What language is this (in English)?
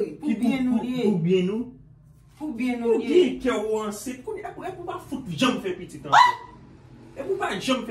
Haitian Creole